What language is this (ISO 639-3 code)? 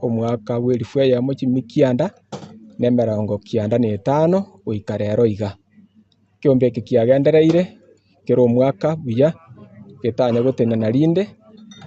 guz